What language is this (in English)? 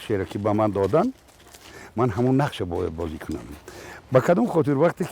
Tajik